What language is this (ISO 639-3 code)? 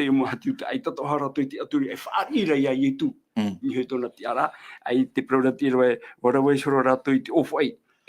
tah